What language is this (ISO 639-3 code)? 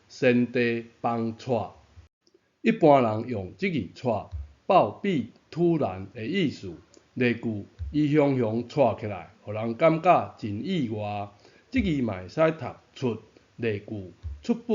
nan